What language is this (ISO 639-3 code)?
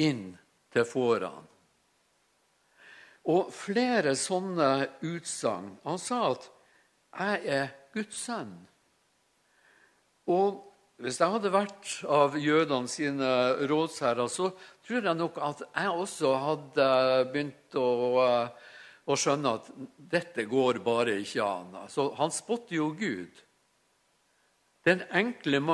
nor